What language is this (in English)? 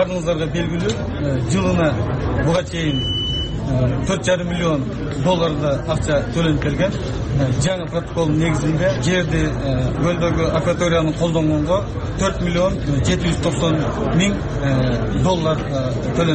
Kyrgyz